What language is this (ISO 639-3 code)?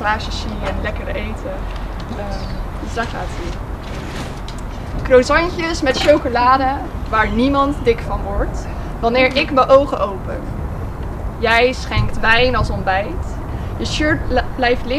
nld